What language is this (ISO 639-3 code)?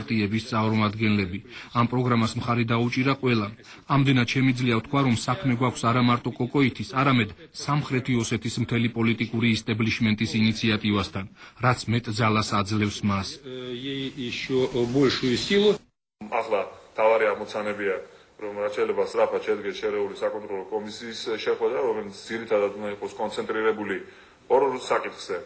kat